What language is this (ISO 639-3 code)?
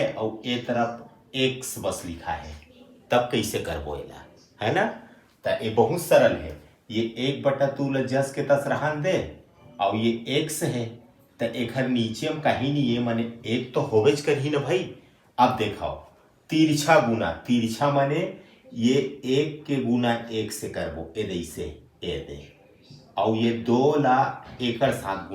hne